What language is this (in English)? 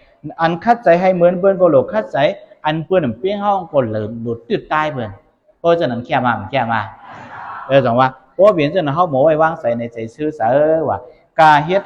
Shan